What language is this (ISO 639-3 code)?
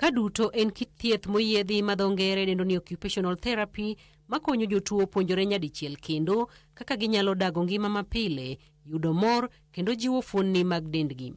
luo